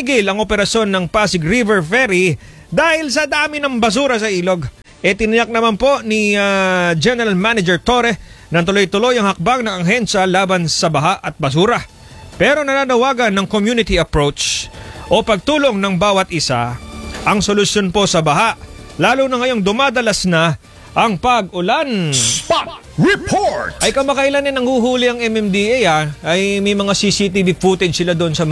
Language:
Filipino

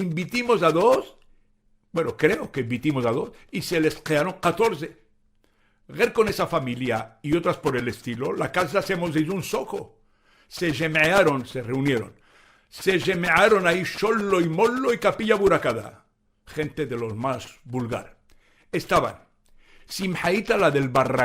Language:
Ladino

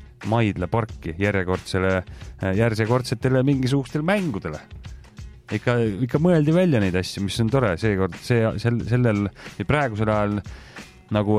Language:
Estonian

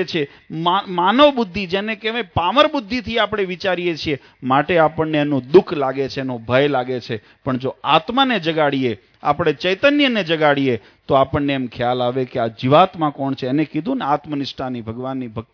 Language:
Gujarati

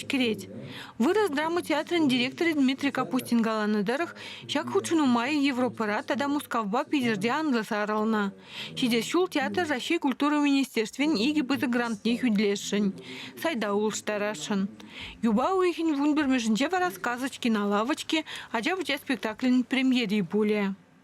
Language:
Chuvash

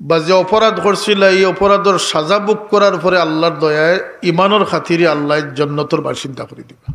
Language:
Sylheti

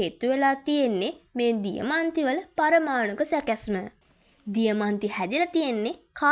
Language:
Sinhala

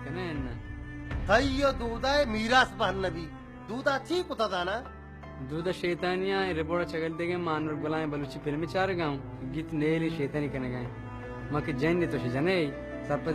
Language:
Baluchi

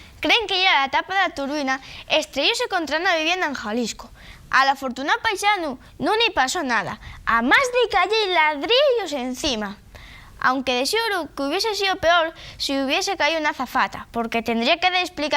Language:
Asturian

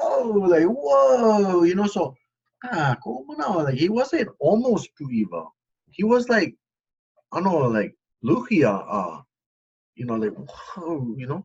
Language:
Hawaiian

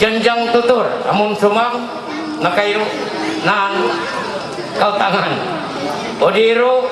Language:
Ma'anyan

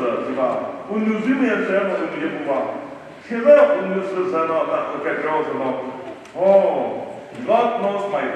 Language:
Chokri Naga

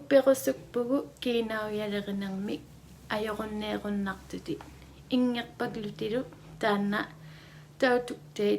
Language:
Inuktitut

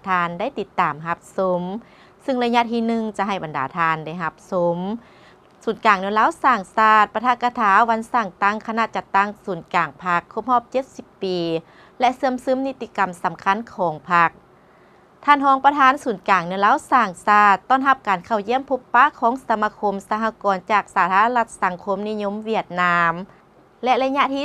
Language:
Lao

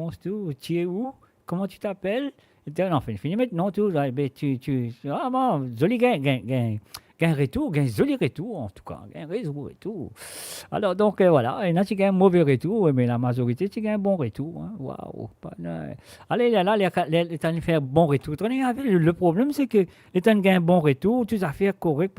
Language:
Morisyen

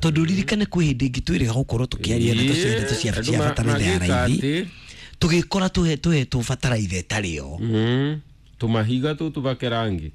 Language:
Kikuyu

